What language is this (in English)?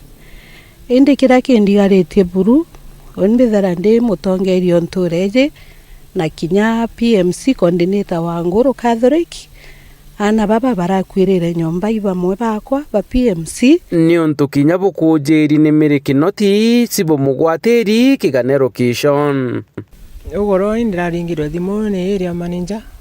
Meru